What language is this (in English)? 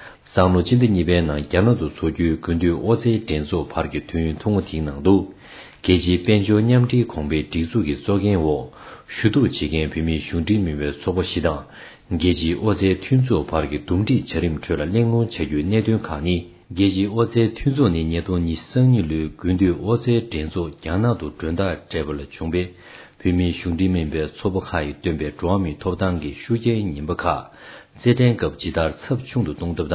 Tibetan